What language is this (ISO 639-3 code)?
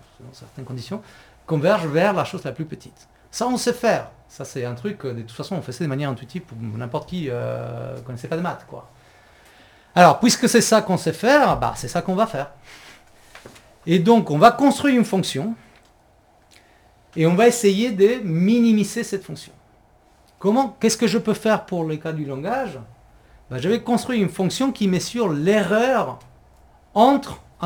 fra